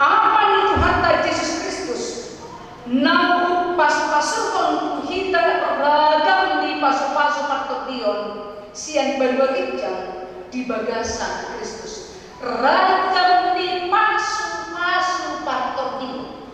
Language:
Batak Toba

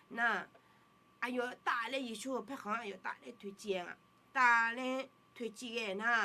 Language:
Akha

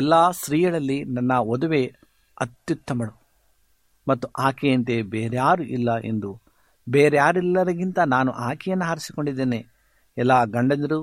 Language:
Kannada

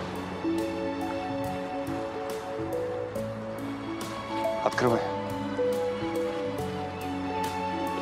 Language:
Russian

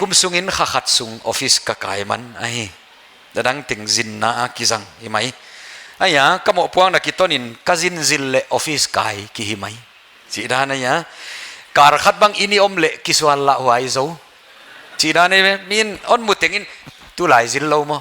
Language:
Paite Chin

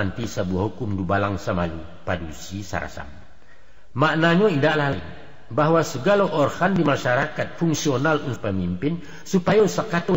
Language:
Minangkabau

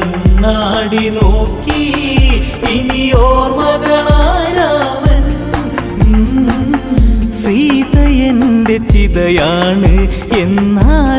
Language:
Malayalam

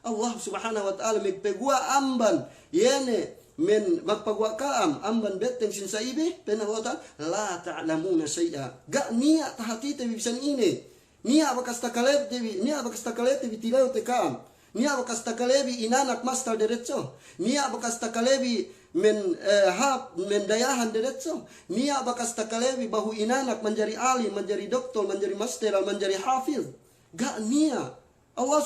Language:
Yakan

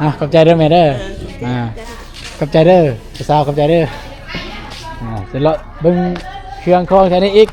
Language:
Lao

